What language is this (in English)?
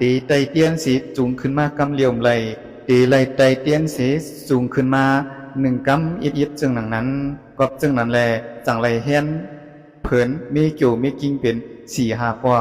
Shan